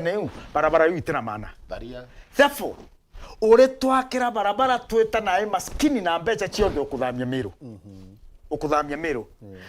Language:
Meru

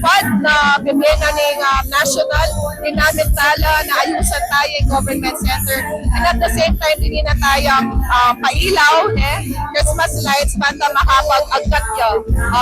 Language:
Pampanga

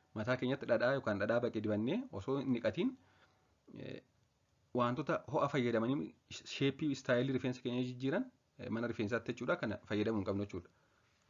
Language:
Oromo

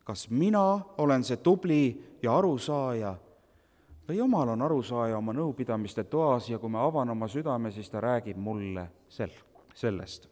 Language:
Estonian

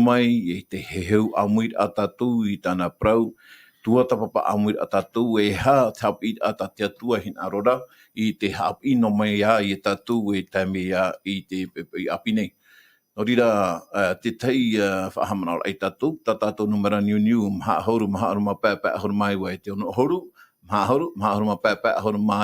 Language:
Tahitian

